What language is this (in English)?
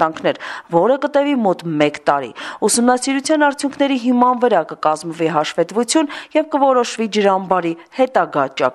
Armenian